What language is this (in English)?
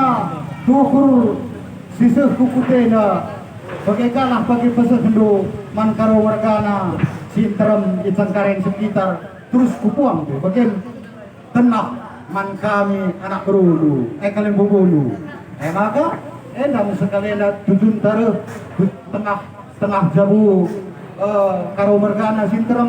Batak Karo